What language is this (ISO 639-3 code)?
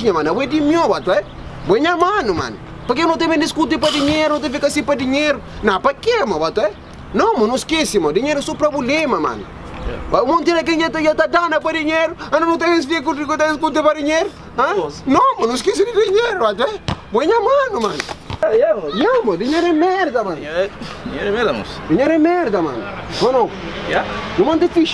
kea